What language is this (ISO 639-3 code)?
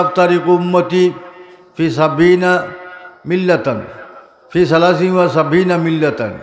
syl